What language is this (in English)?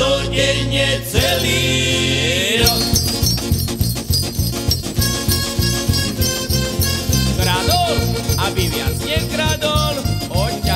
Slovak